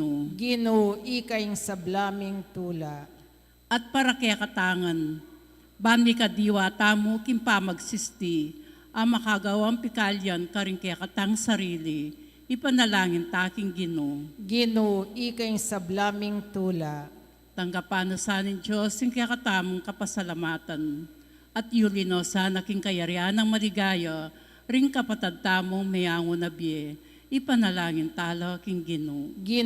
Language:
Pampanga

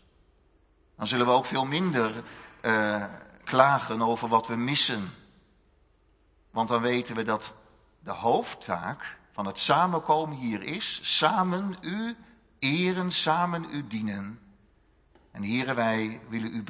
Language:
Dutch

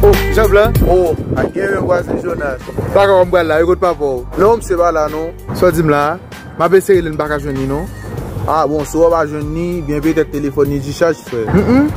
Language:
Haitian Creole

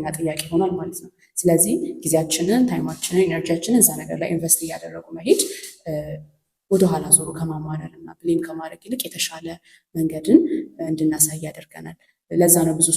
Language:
Amharic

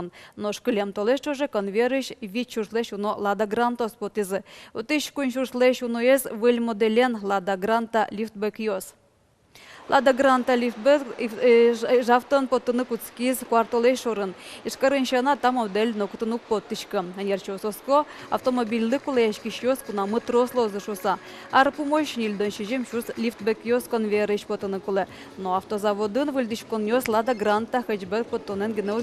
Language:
Udmurt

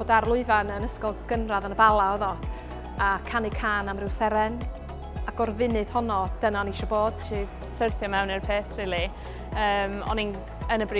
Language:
Welsh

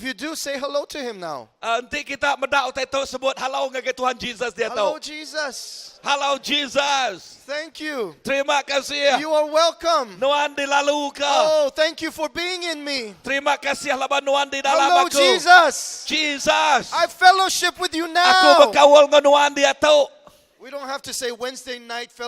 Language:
Iban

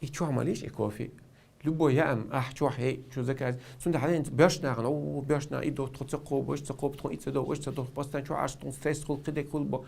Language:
Chechen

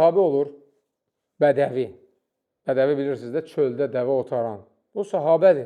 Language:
Azerbaijani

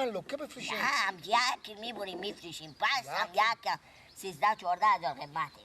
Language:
Persian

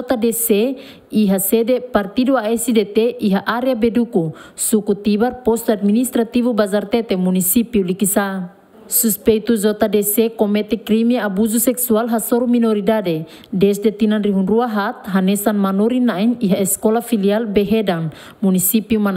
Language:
Tetum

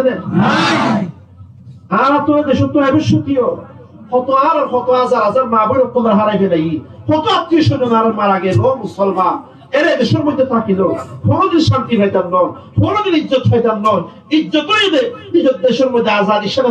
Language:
Rohingya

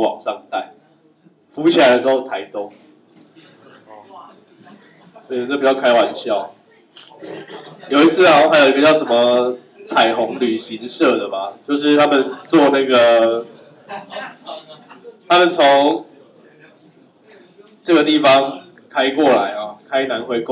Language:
Chinese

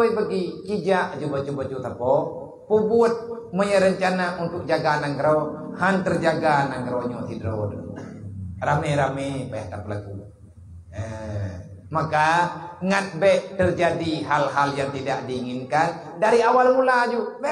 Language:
Achinese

